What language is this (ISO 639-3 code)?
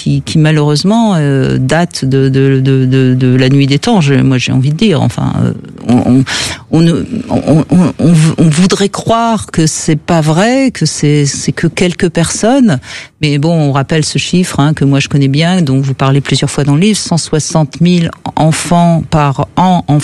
fra